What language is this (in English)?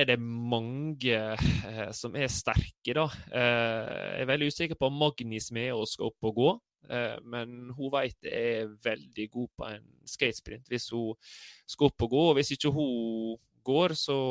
Norwegian